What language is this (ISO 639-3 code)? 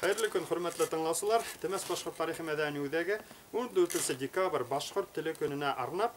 bak